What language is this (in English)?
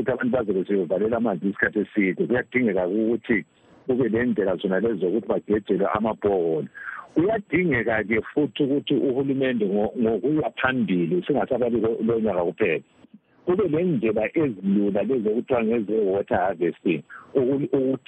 North Ndebele